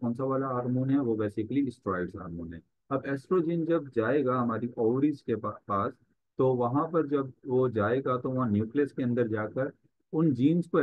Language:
Hindi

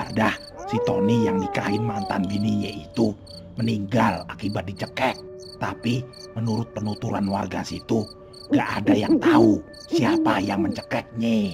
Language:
Betawi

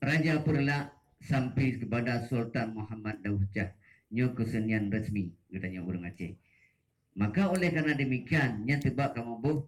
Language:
Achinese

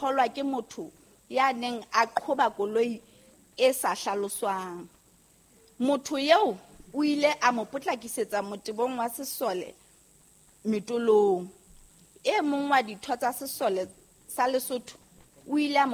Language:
Southern Sotho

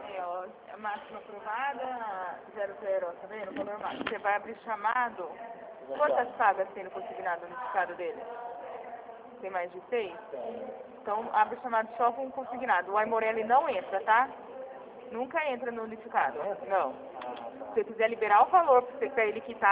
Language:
Portuguese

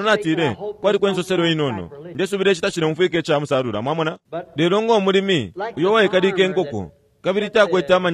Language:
Bemba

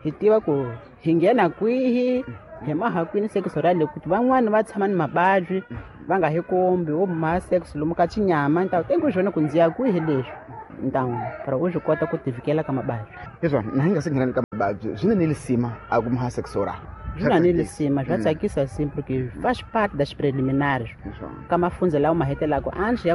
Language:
Tsonga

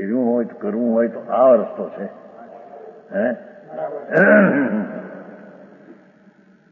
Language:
Gujarati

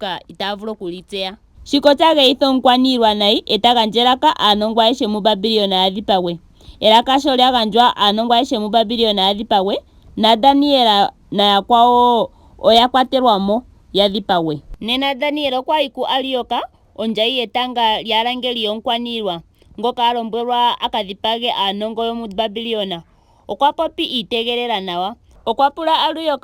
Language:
Ndonga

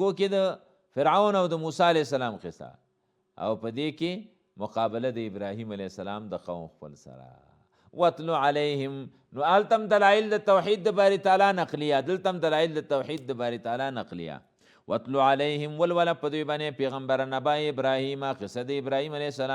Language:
Pashto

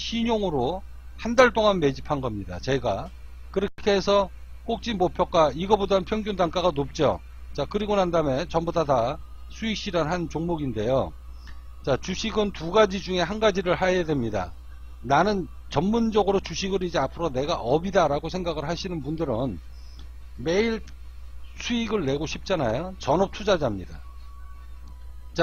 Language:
Korean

